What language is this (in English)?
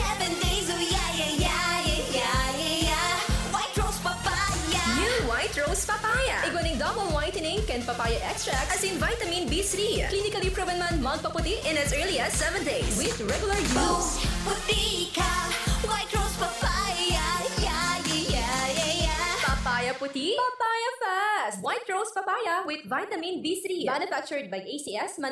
Bikol